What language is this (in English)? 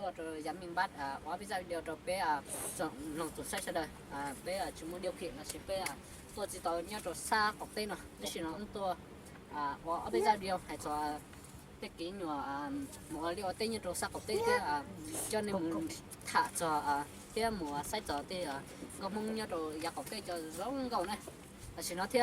Hmong